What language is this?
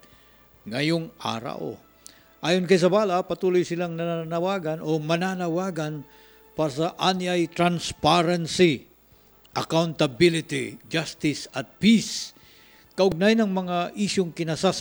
Filipino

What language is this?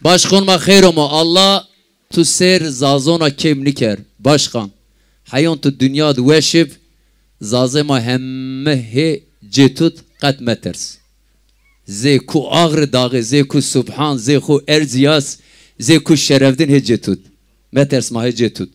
Zaza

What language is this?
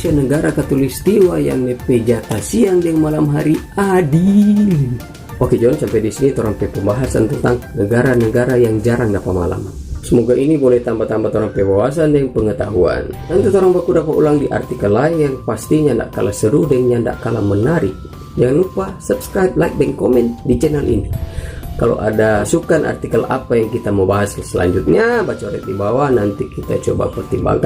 Manado Malay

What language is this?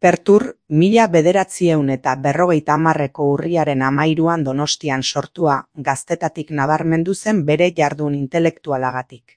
Basque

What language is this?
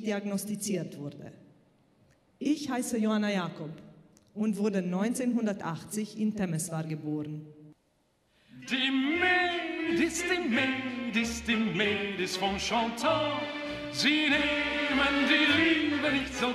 Romanian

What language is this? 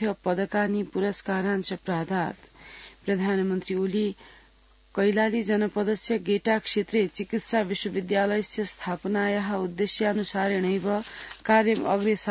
Sanskrit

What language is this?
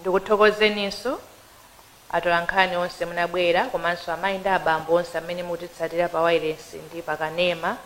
Nyanja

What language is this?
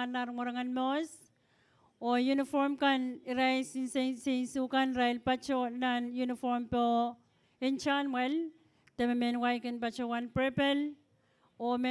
Pohnpeian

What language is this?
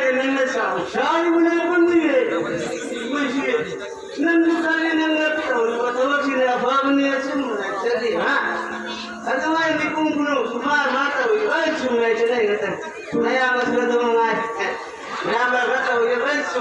Manipuri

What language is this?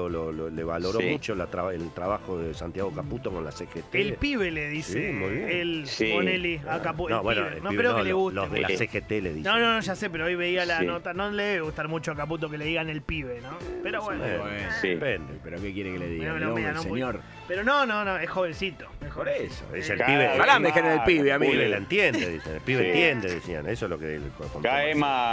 Spanish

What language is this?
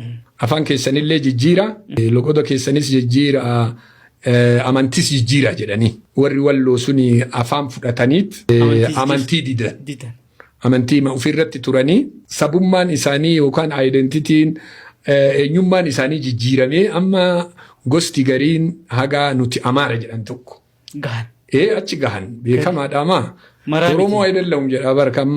Oromo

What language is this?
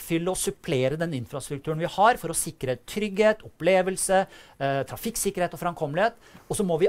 Norwegian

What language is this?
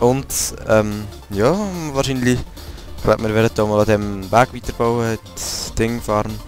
Swiss German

